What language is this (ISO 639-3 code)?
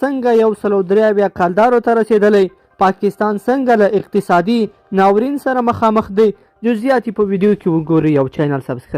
pus